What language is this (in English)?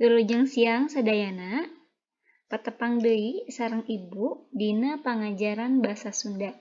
Sundanese